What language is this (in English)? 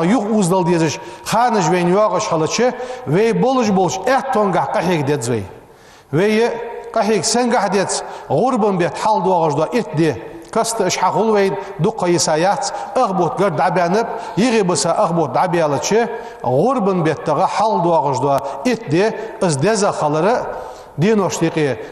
Ingush